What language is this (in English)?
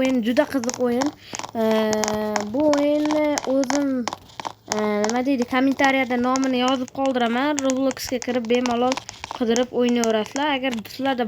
Uzbek